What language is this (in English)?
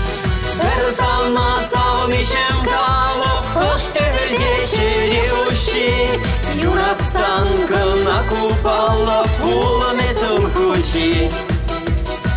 Chuvash